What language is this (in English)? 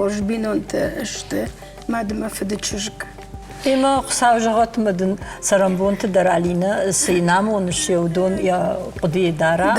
Ossetic